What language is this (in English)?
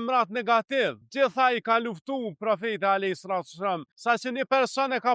Albanian